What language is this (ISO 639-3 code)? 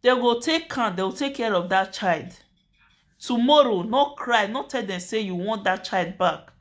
pcm